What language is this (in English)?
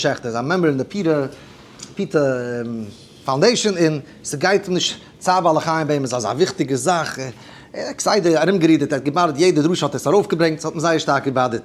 Yiddish